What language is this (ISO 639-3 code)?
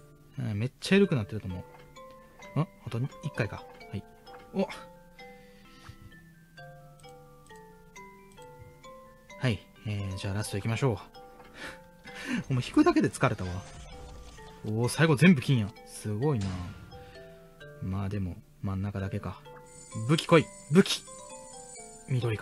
jpn